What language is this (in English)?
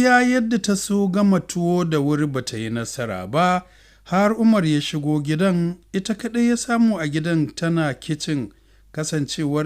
Hausa